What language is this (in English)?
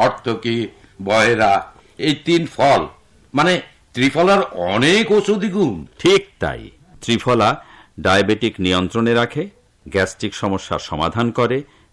Bangla